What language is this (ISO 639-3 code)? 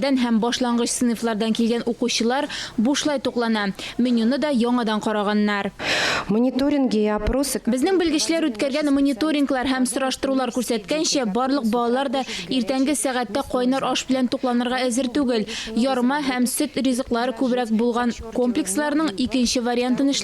tat